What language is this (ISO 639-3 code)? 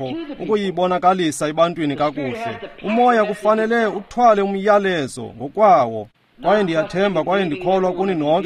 xho